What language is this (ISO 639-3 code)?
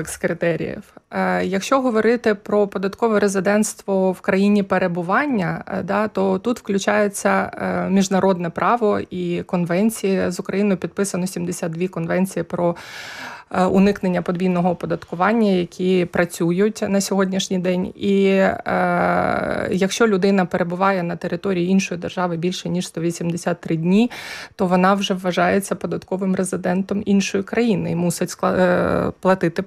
ukr